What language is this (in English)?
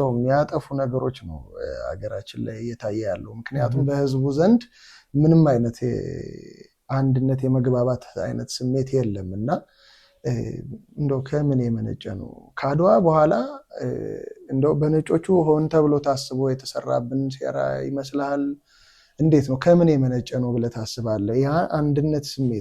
Amharic